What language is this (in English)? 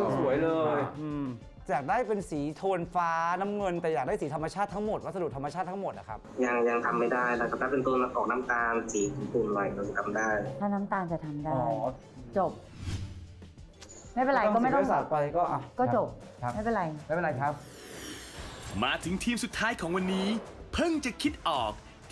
Thai